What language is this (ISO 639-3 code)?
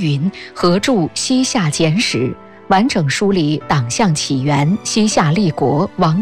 zho